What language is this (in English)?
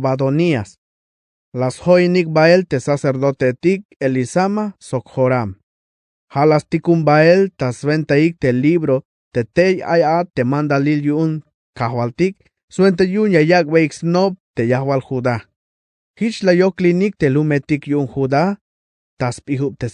Tzeltal